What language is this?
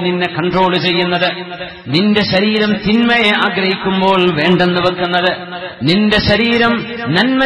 Malayalam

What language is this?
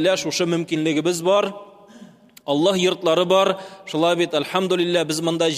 Tatar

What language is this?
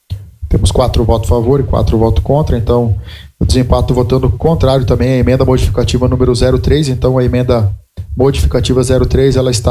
Portuguese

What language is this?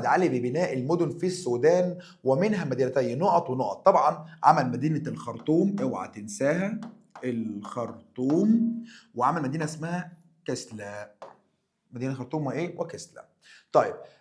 Egyptian Arabic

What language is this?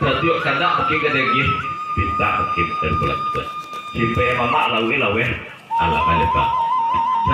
Minangkabau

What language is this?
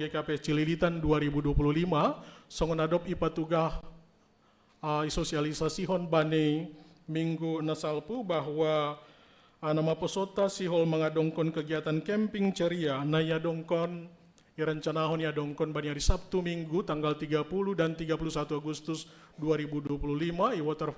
Batak Simalungun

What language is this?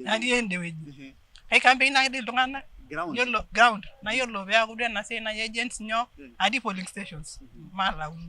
Masai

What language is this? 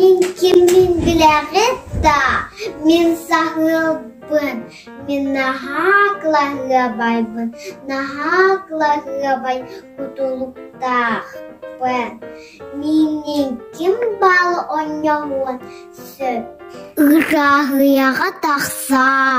Yakut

